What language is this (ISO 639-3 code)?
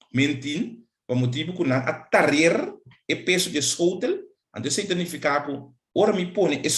pap